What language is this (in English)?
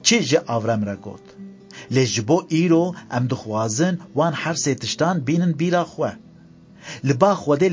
Kurdish